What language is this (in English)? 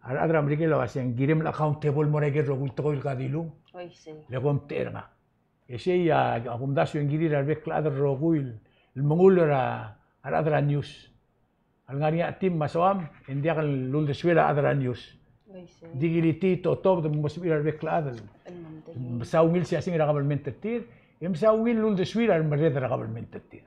Palauan